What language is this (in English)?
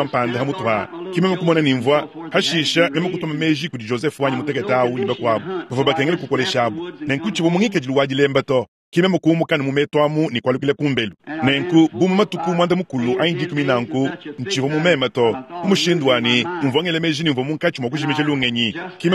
Luba-Lulua